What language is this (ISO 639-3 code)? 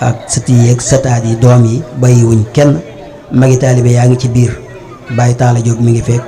wol